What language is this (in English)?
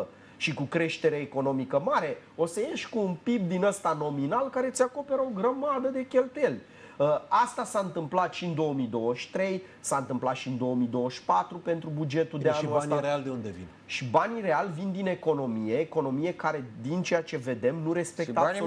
Romanian